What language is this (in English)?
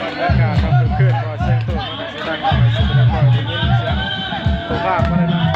Lao